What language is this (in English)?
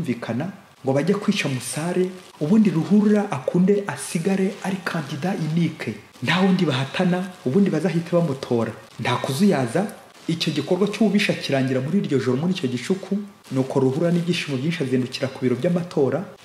Kinyarwanda